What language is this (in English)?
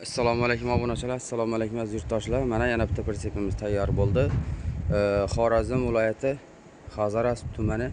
Uzbek